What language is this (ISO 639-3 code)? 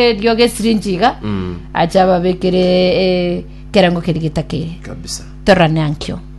guz